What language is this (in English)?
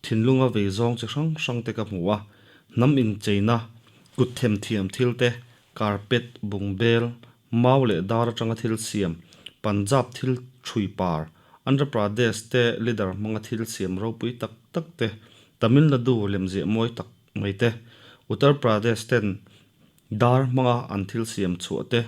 Mizo